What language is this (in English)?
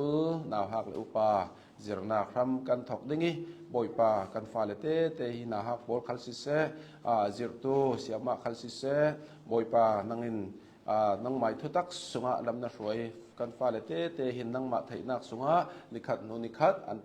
Hakha Chin